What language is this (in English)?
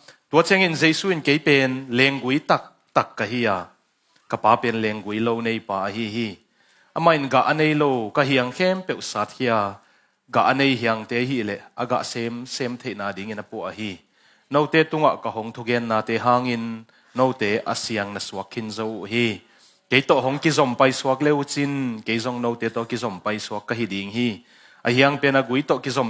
Tedim Chin